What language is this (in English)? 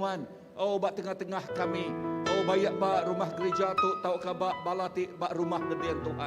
Iban